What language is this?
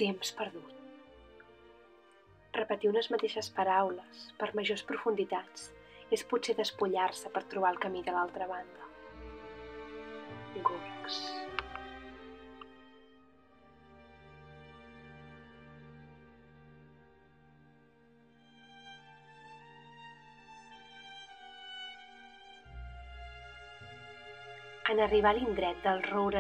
Catalan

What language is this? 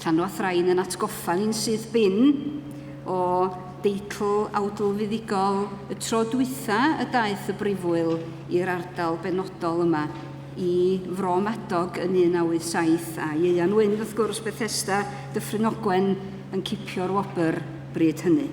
Welsh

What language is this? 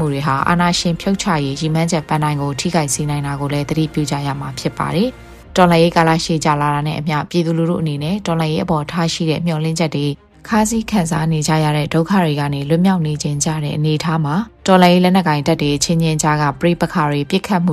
Burmese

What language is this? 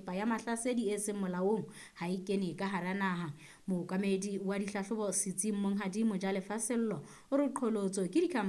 Southern Sotho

